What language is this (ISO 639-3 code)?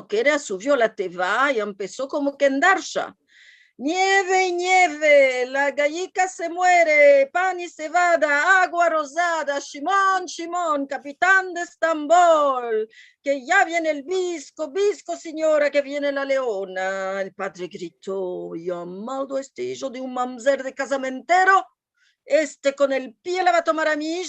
lad